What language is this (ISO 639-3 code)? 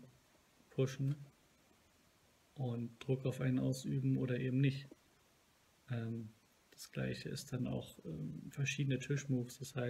deu